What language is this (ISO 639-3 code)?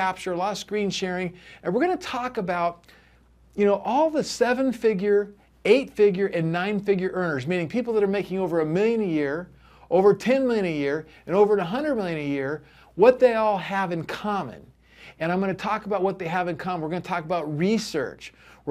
eng